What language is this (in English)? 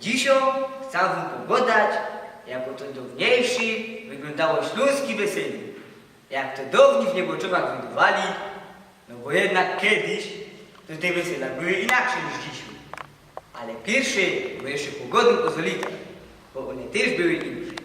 Silesian